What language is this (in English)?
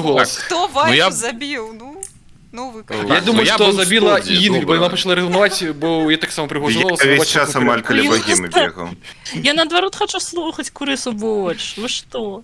Belarusian